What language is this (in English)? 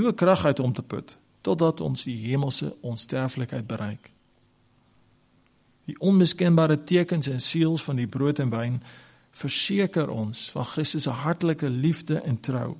Afrikaans